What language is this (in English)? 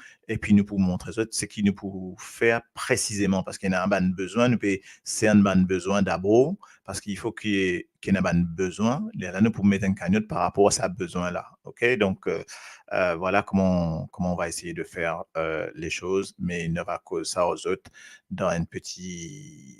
Morisyen